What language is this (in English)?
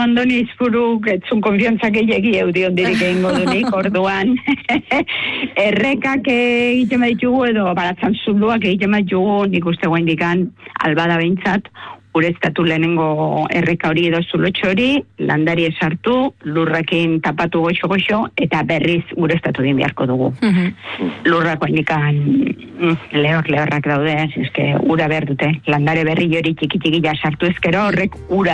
Basque